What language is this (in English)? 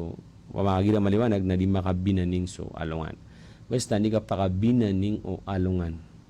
Maranao